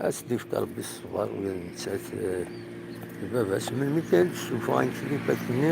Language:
Kabyle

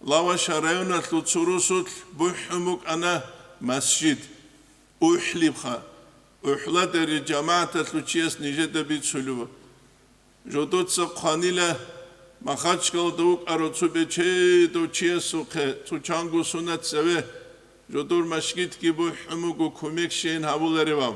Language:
Avaric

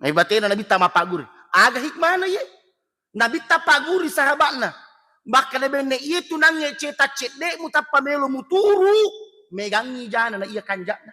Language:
Buginese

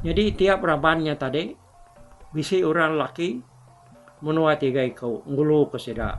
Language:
Iban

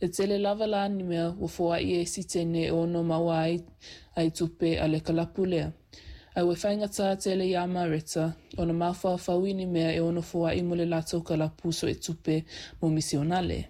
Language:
Samoan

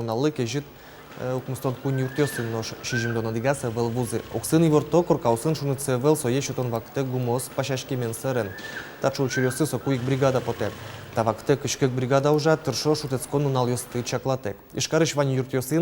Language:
Udmurt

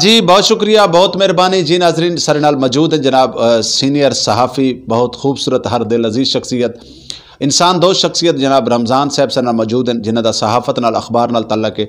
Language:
Saraiki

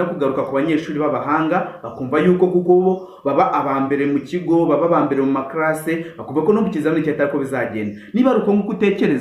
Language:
Kinyarwanda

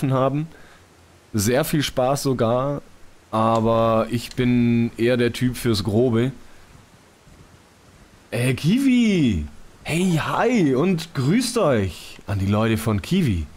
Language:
German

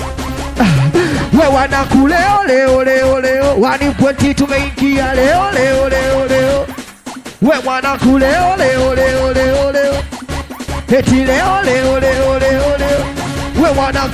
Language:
Swahili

